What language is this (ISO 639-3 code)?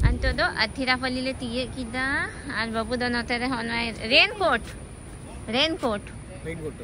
sat